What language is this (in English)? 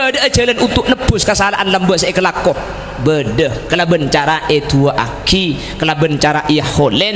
Madurese